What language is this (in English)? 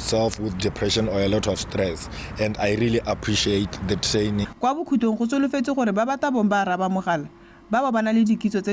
Tswana